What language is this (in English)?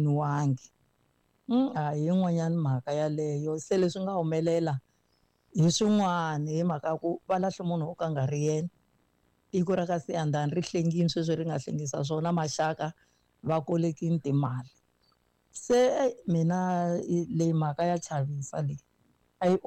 Tsonga